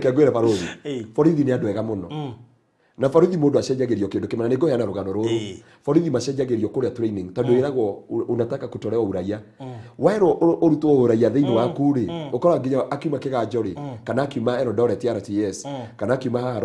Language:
Kikuyu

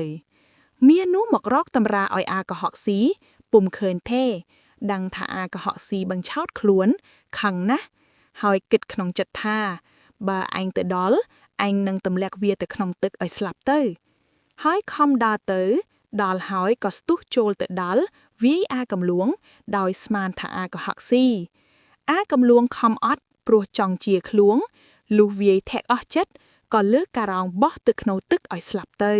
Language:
Khmer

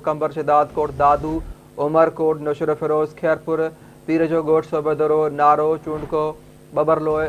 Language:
Sindhi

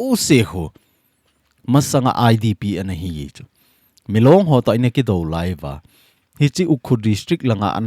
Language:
Thado Chin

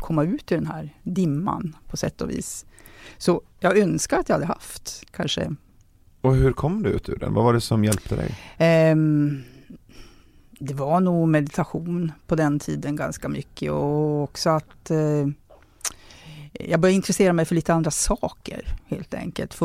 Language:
Swedish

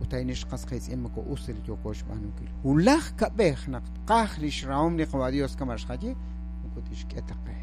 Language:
Kekchí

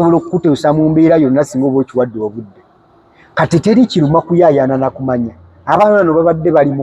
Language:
Ganda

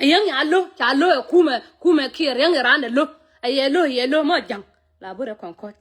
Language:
Nuer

